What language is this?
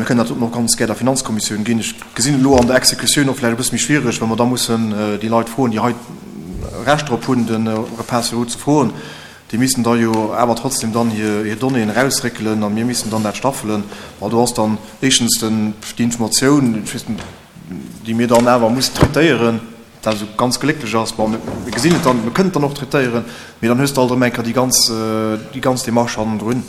Luxembourgish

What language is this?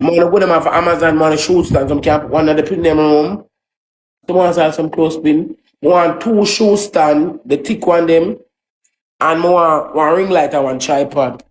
Jamaican Creole English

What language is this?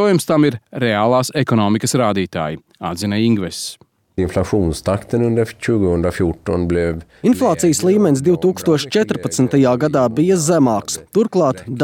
Latvian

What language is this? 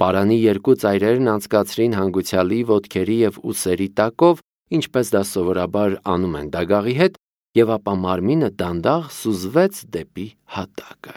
Armenian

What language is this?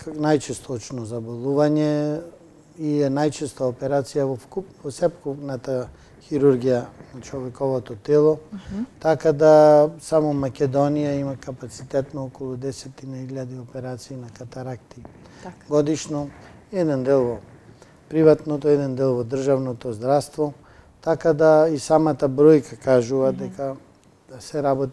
Macedonian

